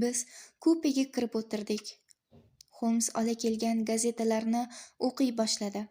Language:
Uzbek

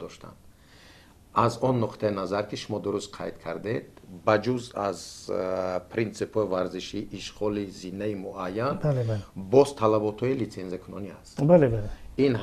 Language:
Tajik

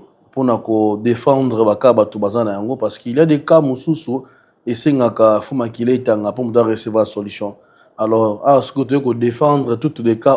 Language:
Lingala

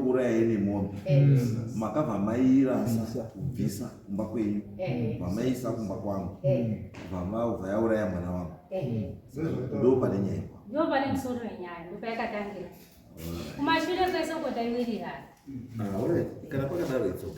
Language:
Shona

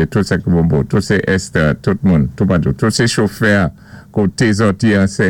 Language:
Saint Lucian Creole French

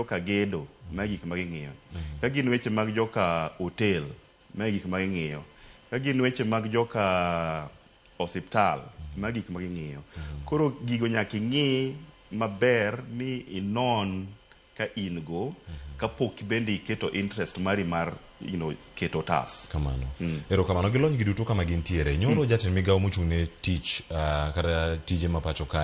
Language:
Luo (Kenya and Tanzania)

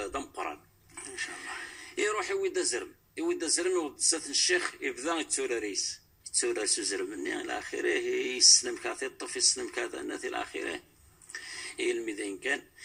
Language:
Kabyle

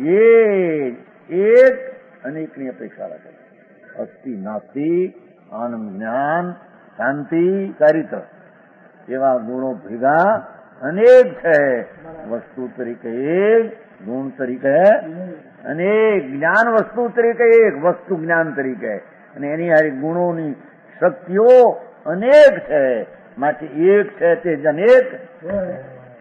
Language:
Gujarati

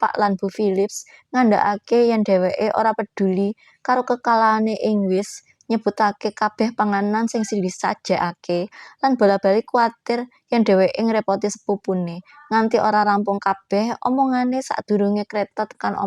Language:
Javanese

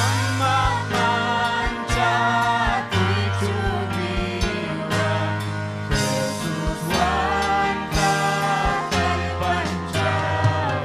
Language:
Ayacucho Quechua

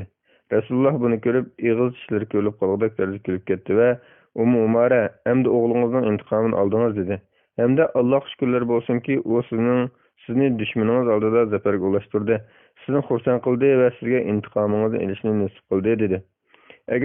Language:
Uyghur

